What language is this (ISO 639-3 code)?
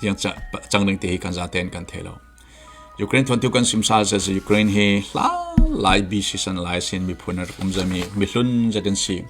cfm